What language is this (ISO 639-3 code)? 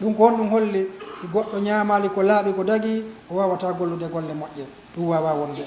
ful